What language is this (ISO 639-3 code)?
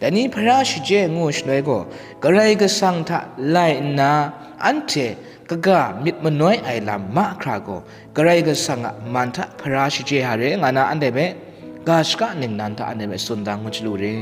kac